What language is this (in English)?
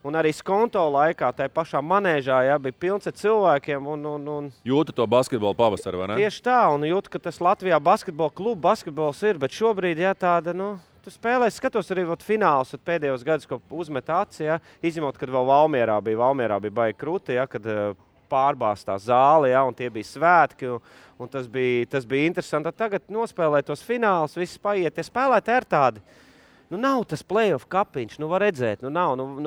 Latvian